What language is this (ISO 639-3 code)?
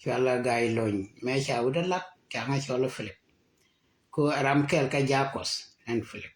nus